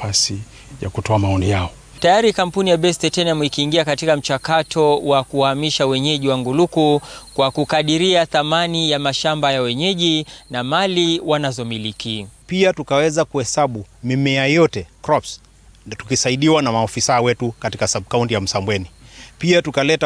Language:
Swahili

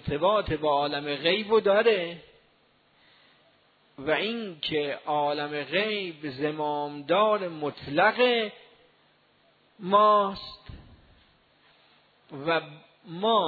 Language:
Persian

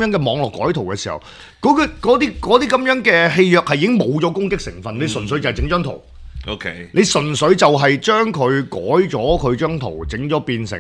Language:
Cantonese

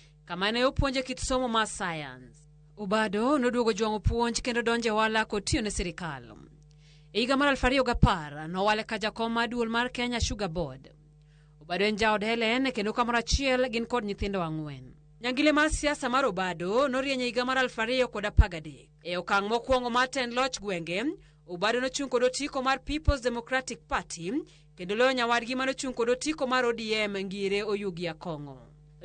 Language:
Luo (Kenya and Tanzania)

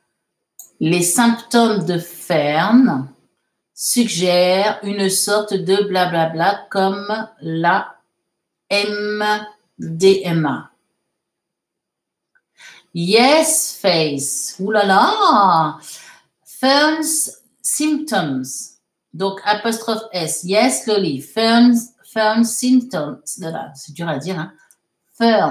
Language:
French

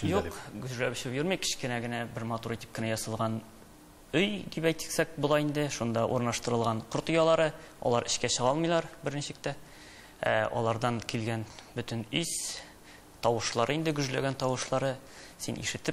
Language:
Tatar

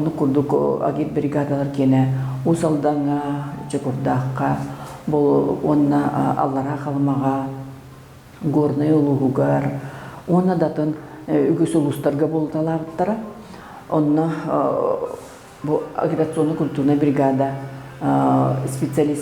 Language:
Yakut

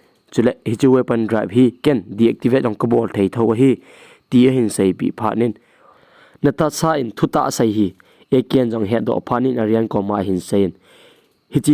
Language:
Thado Chin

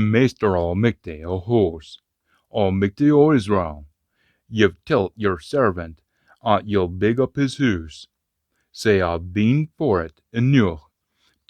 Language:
Scots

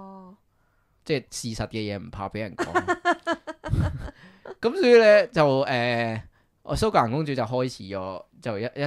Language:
Cantonese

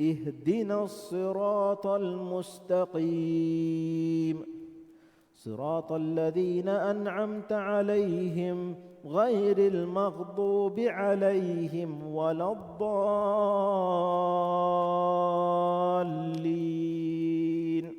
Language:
Divehi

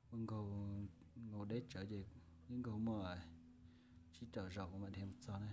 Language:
Hmong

